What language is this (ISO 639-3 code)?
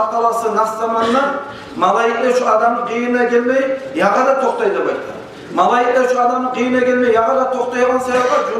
kum